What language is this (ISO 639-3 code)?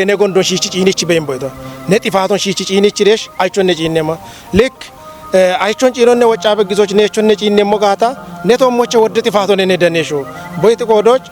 kbr